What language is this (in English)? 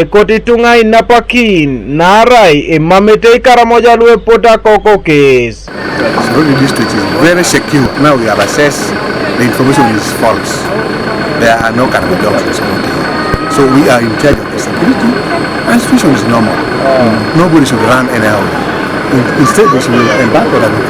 Teso